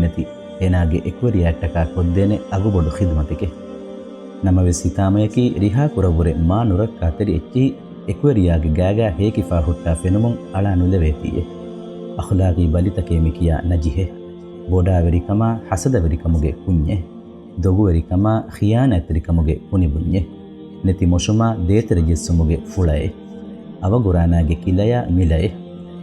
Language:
Divehi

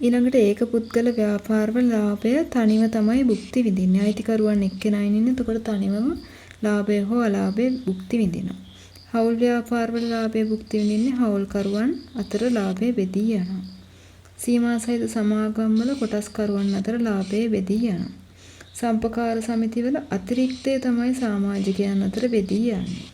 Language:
Sinhala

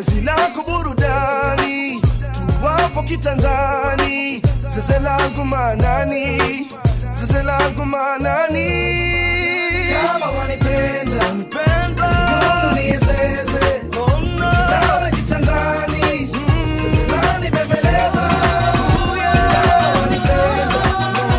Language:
Swahili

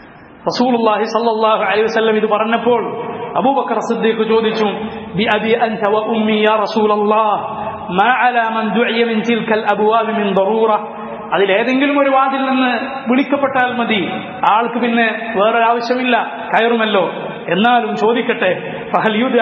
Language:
Malayalam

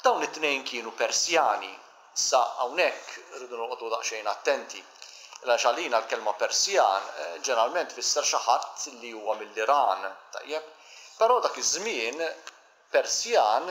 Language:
Maltese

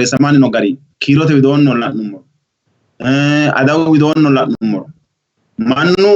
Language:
Sidamo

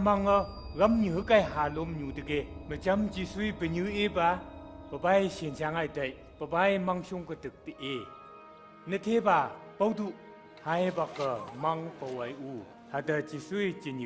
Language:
Phom Naga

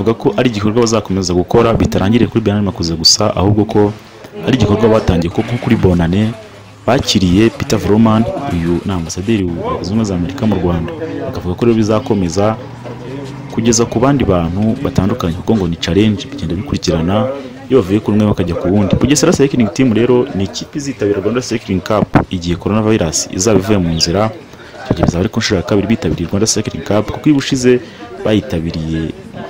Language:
Kinyarwanda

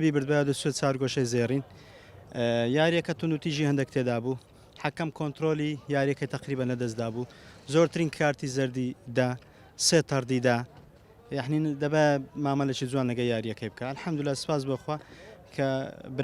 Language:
Central Kurdish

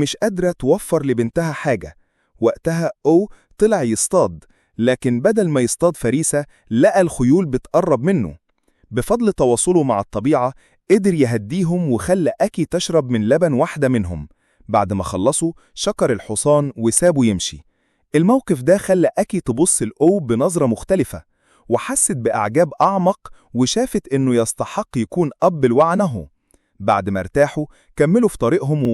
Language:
Egyptian Arabic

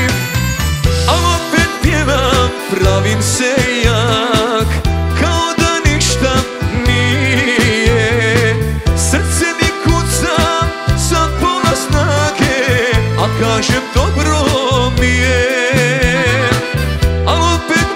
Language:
Croatian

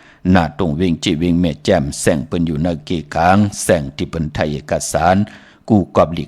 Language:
Shan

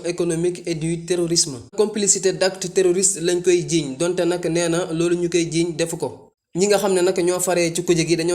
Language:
Wolof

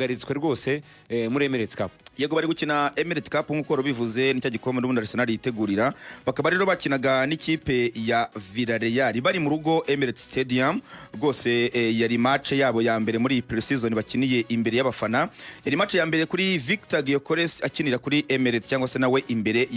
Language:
Kinyarwanda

